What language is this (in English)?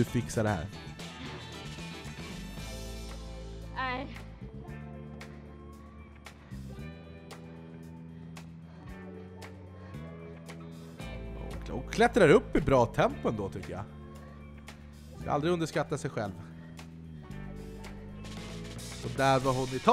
Swedish